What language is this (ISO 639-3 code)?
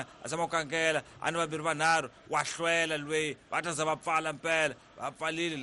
tso